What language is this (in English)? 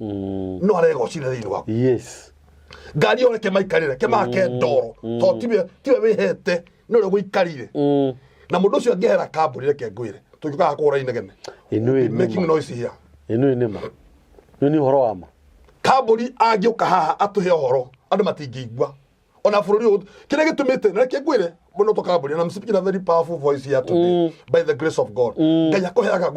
Kikuyu